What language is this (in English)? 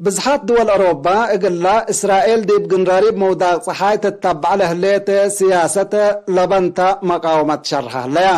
Tigre